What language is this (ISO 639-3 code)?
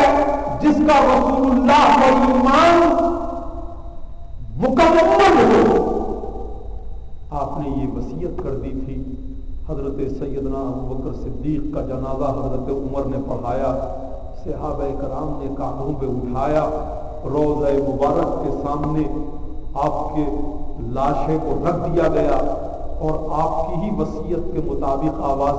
urd